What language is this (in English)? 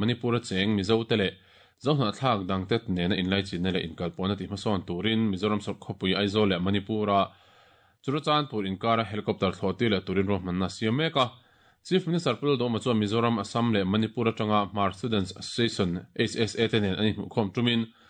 Mizo